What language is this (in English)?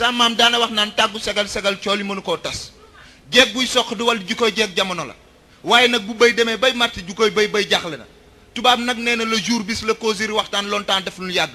Wolof